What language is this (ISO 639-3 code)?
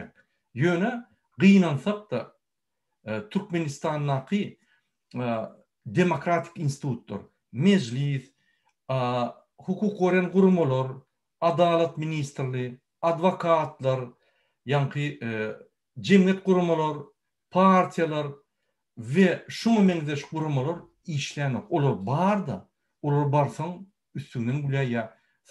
tuk